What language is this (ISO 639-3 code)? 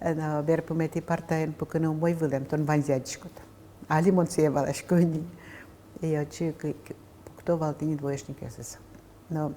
udm